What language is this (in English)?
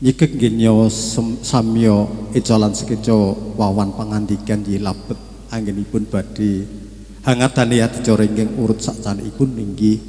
Javanese